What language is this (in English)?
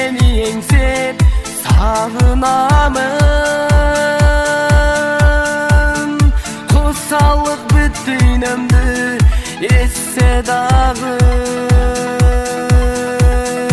Kazakh